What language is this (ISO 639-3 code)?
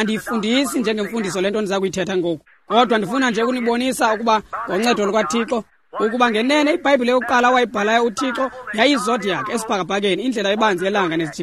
xho